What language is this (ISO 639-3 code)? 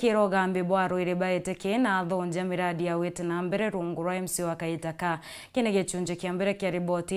mer